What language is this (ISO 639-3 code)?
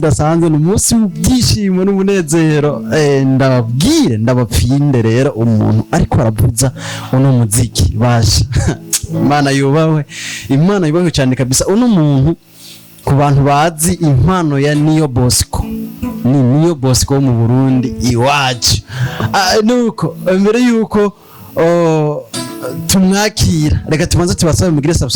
run